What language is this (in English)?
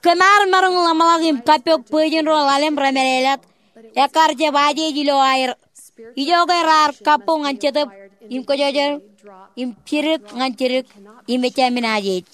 Marshallese